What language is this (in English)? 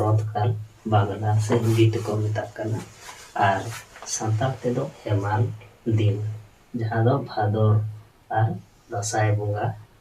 Santali